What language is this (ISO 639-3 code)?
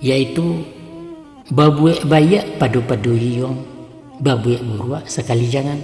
min